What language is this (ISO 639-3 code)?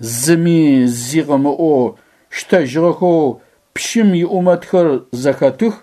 ady